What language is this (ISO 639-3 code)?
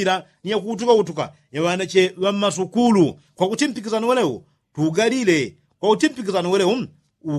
yao